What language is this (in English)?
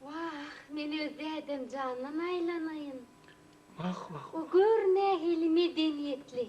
Turkmen